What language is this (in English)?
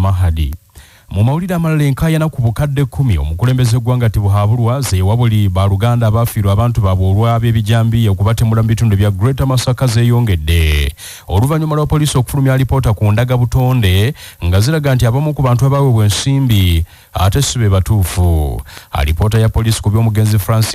Ganda